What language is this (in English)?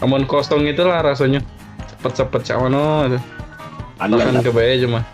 Musi